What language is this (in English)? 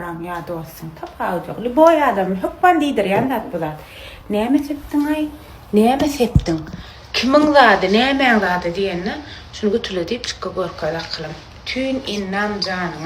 Turkmen